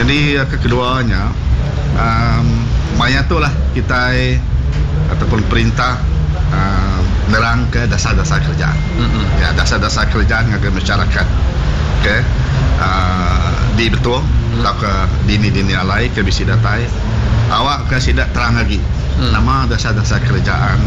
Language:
Iban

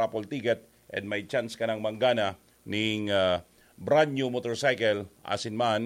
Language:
Bikol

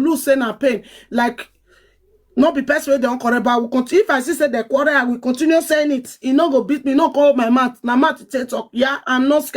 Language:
Nigerian Pidgin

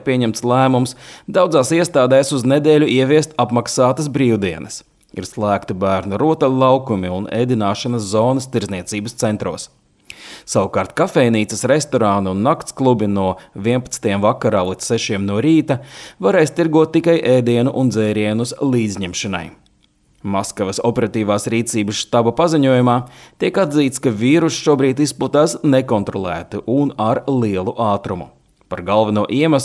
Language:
Latvian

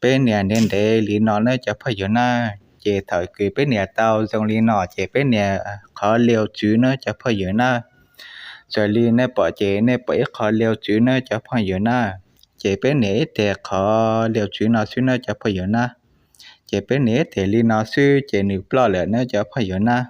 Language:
Hmong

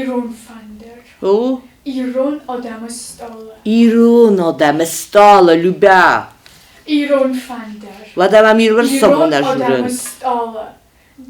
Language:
Ossetic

